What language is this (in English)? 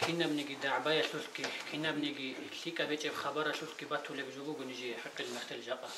Avaric